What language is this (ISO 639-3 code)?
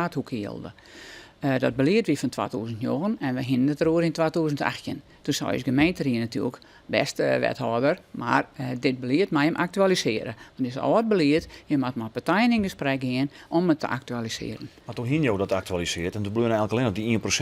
fry